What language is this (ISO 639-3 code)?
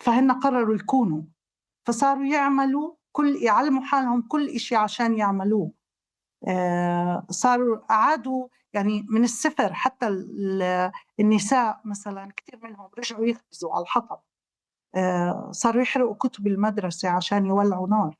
apc